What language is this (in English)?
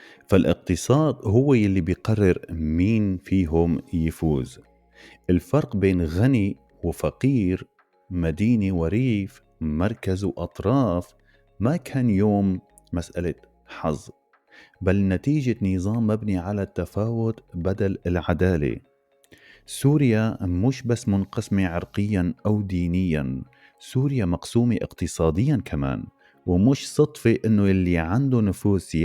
North Levantine Arabic